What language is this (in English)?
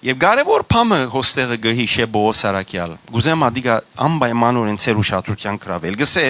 Western Armenian